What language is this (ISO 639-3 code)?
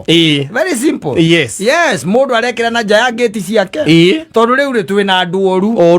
kik